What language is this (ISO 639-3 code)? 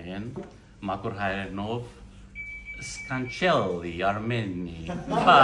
hyw